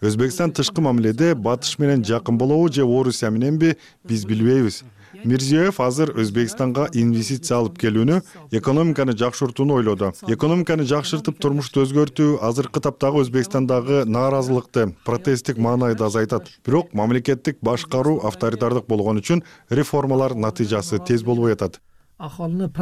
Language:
Kyrgyz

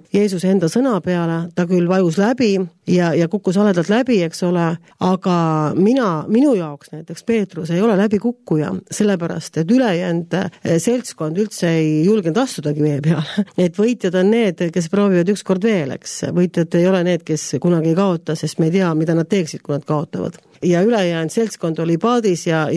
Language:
Estonian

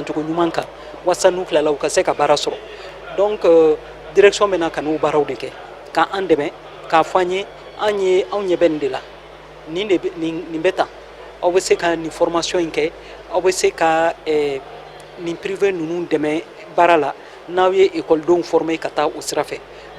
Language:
Bambara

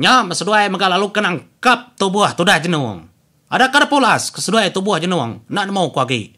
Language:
Iban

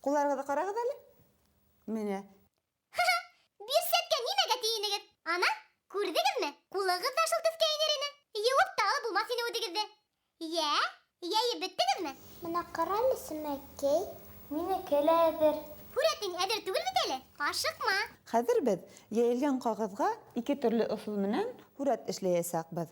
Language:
Bashkir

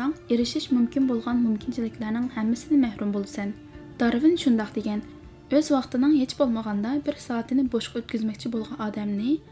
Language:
Uyghur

